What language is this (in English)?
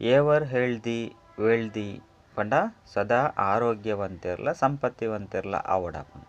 Tulu